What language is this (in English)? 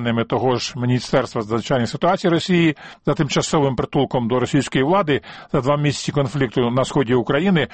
Ukrainian